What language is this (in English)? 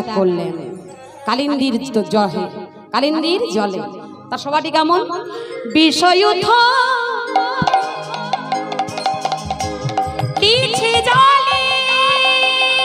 Bangla